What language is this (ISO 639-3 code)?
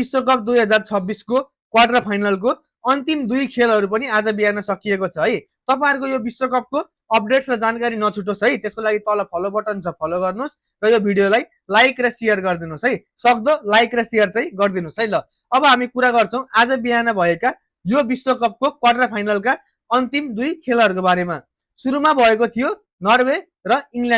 nep